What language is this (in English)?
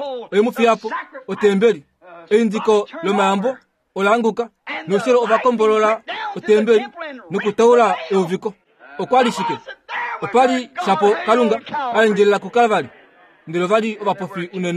Kuanyama